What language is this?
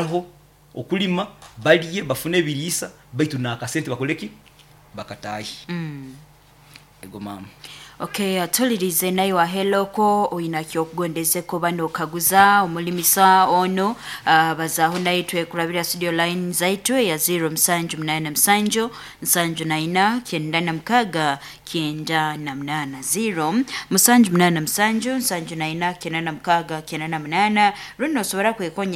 Nyoro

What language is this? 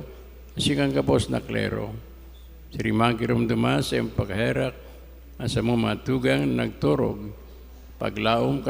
Bikol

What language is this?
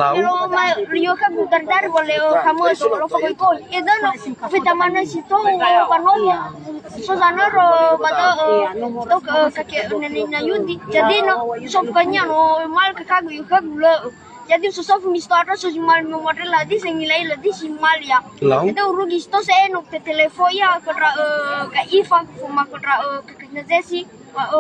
Nias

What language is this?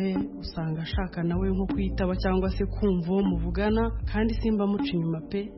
Kinyarwanda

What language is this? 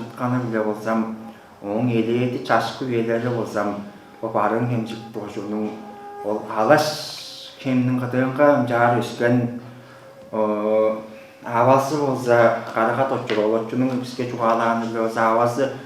Tuvinian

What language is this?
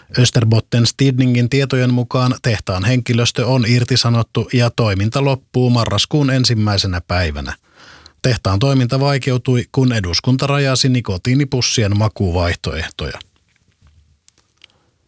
Finnish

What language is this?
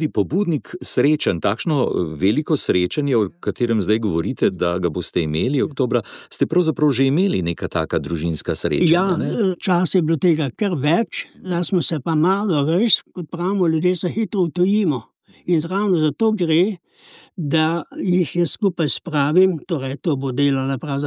Slovenian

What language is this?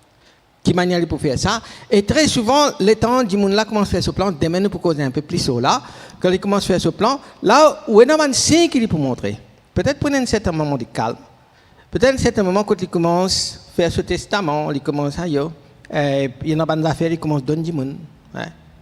Morisyen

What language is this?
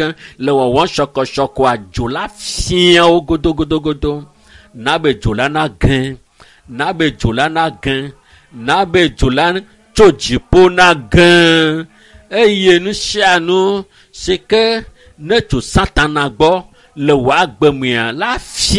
Ewe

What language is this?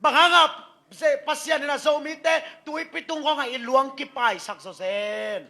Tedim Chin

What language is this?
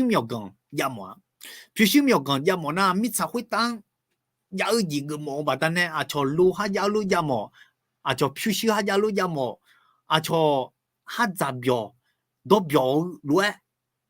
Akha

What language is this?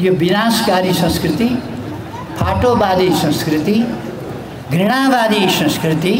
Nepali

